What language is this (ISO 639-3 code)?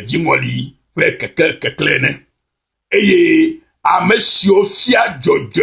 ewe